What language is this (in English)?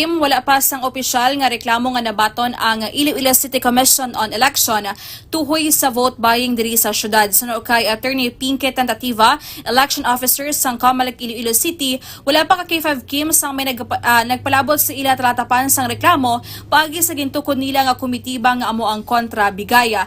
Hiligaynon